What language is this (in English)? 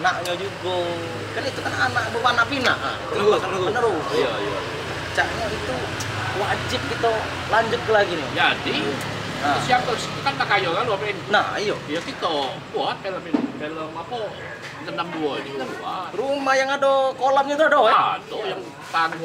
Musi